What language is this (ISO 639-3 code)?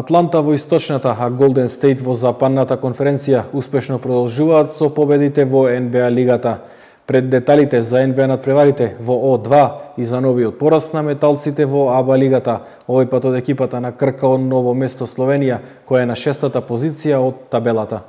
mkd